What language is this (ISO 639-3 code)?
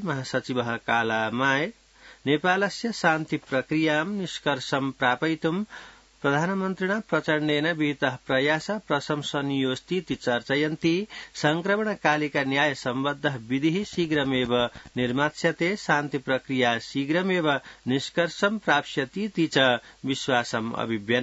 san